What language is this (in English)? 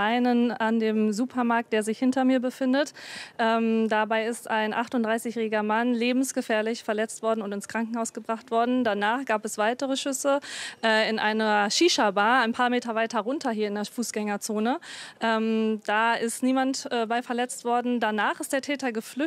German